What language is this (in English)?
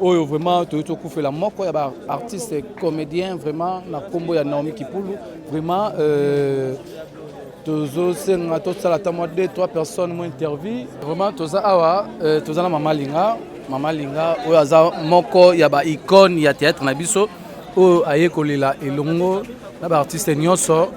Lingala